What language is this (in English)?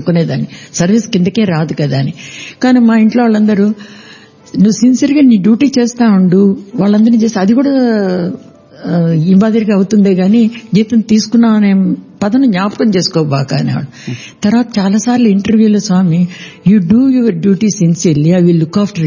Telugu